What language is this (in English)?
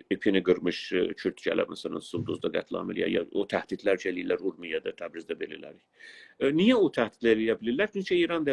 South Azerbaijani